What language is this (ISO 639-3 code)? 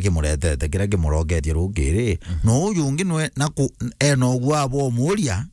mer